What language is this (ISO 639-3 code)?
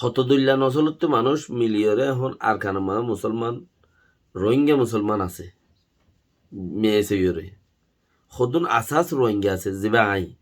rhg